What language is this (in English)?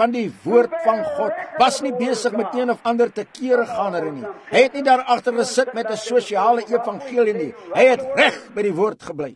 Afrikaans